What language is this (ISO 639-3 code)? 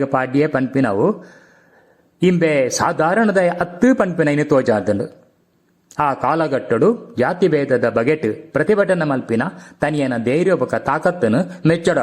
tcy